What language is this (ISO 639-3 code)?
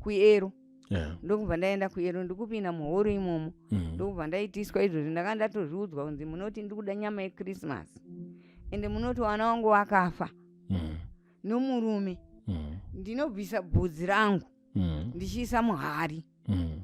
sna